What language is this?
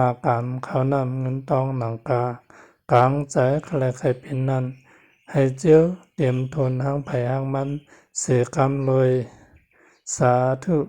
Shan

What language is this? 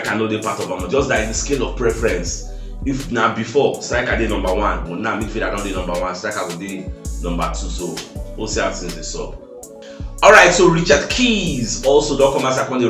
Nigerian Pidgin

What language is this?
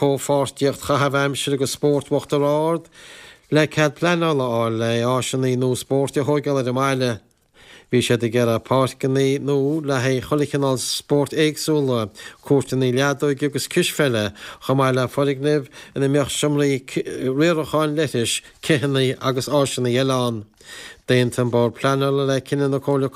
Irish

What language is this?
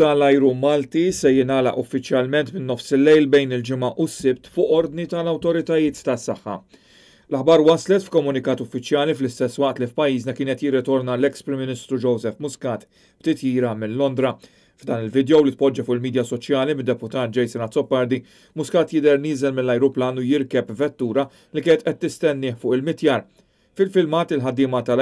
Maltese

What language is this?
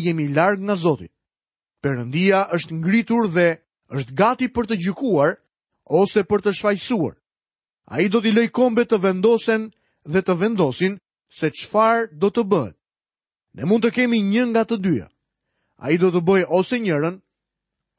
Albanian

